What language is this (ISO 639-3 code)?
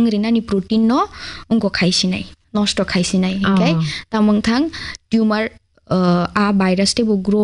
trp